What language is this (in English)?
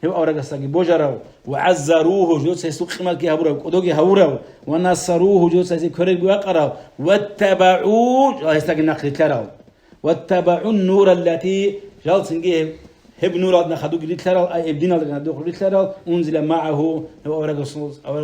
Avaric